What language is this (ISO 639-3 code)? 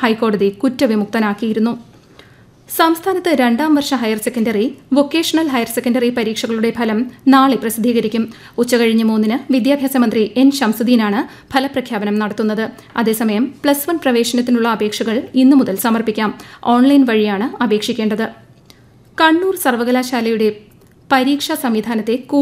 mal